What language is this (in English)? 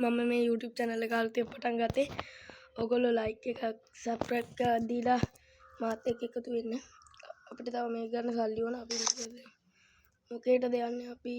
Sinhala